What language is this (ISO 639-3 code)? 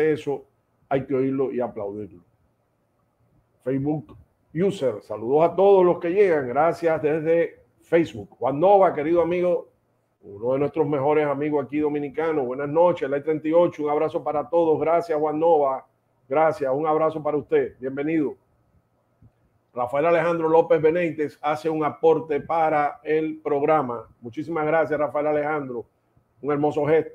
spa